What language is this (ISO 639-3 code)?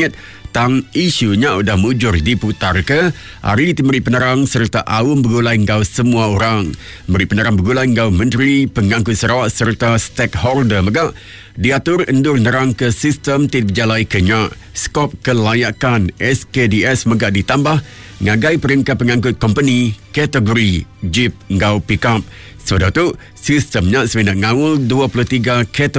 iba